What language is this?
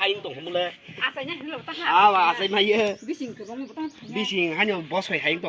Kok Borok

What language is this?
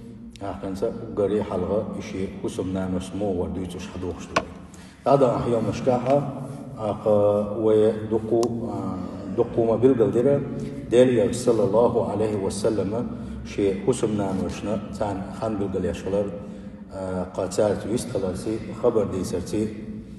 Chechen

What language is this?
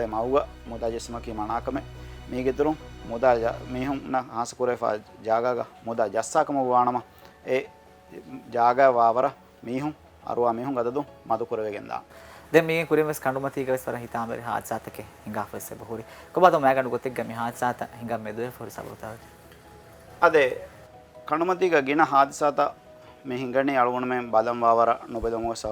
Divehi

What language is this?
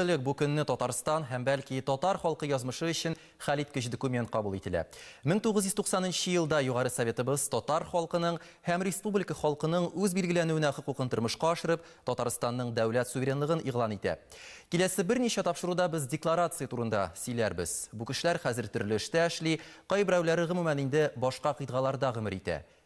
Tatar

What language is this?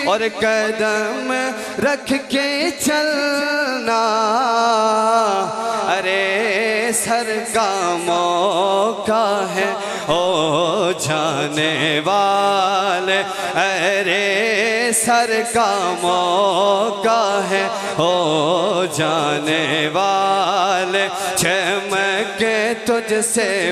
Urdu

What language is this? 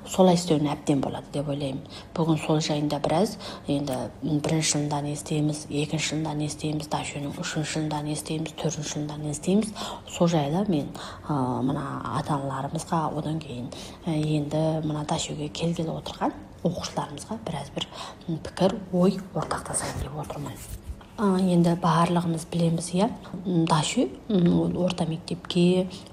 Kazakh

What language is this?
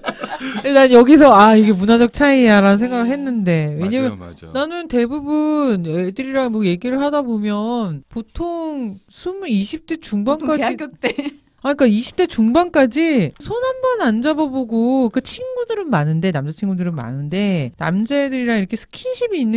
Korean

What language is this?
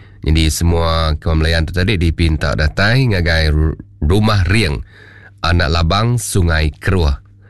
Iban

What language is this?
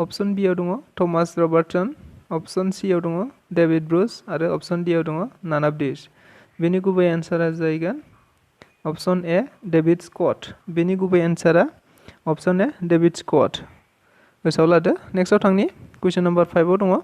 Bodo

